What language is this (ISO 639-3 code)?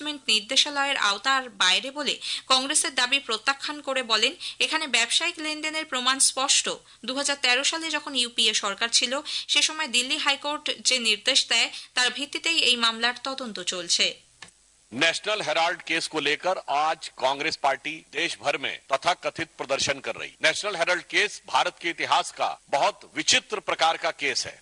ben